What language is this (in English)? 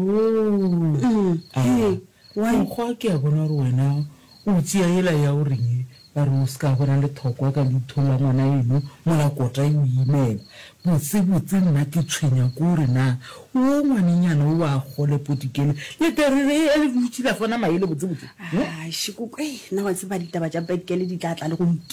Northern Sotho